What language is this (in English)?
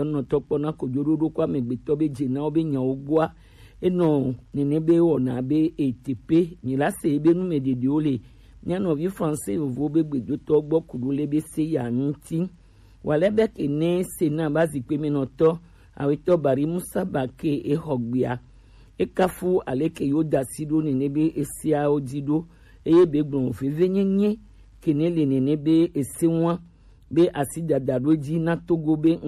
Gen